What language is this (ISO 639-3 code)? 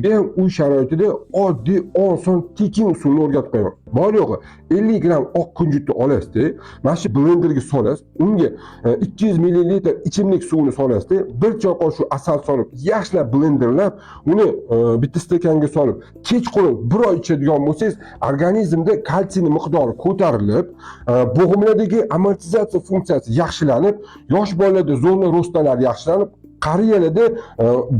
uzb